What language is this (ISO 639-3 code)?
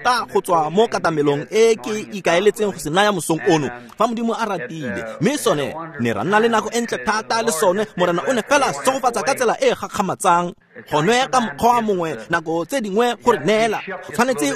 tsn